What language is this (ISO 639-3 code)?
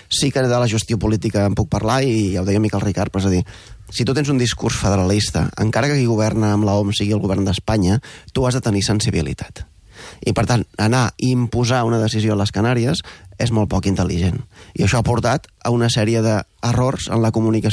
cat